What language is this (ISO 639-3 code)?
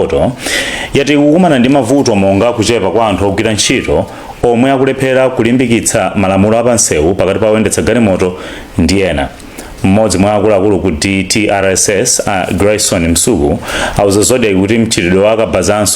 nya